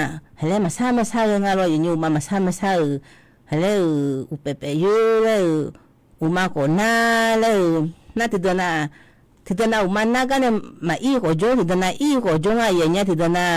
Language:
Akha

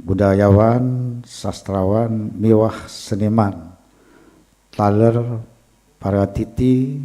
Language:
Balinese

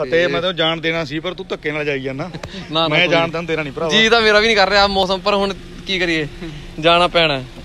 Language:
Punjabi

